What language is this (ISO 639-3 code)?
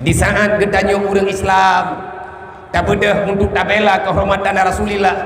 ace